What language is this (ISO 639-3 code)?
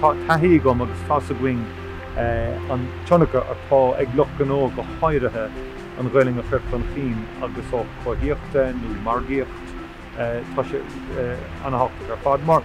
gle